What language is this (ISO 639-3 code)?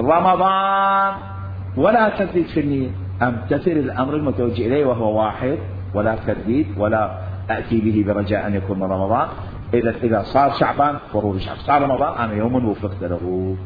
acm